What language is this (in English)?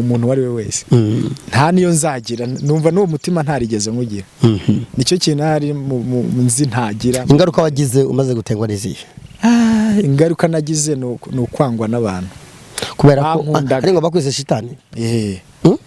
Kinyarwanda